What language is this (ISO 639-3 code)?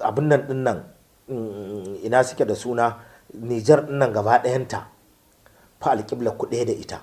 hau